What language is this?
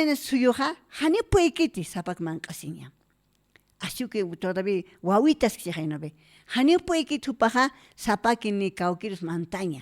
Aymara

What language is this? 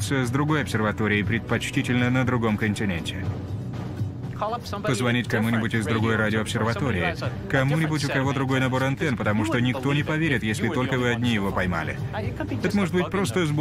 Russian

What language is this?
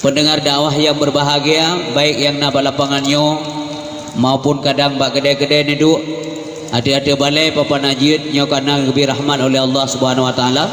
Achinese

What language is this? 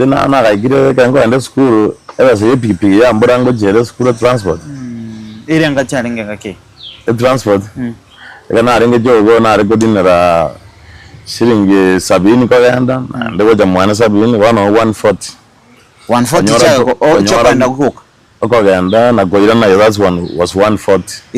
Gusii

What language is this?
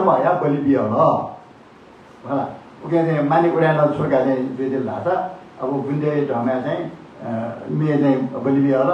Newari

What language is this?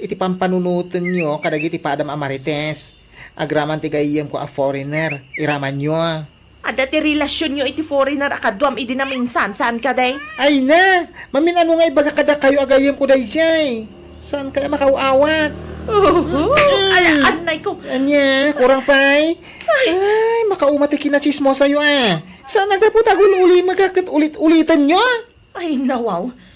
Iloko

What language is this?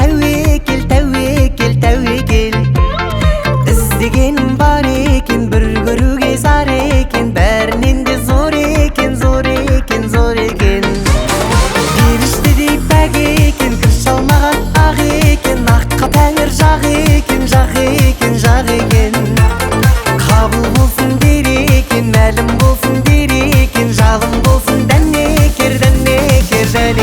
Kazakh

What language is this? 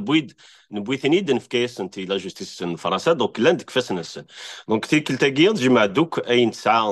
Kabyle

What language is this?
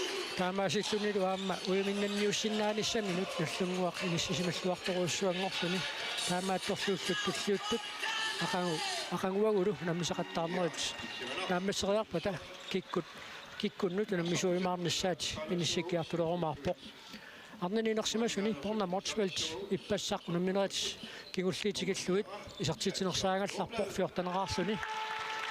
Kalaallisut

